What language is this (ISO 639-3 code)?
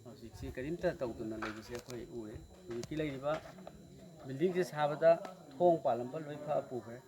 mni